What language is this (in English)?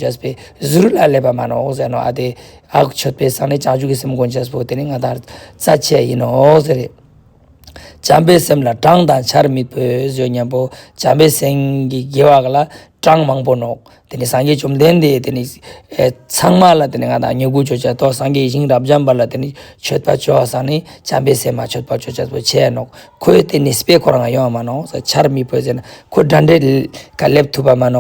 Ladakhi